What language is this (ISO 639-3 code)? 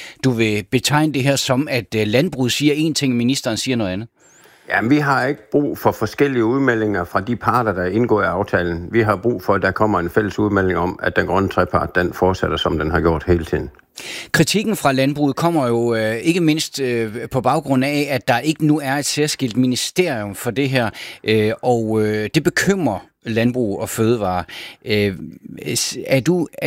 dan